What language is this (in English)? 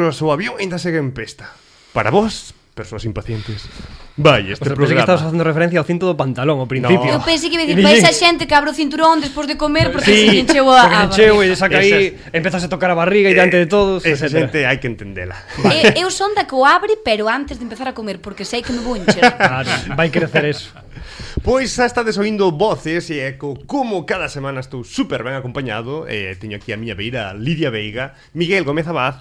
Galician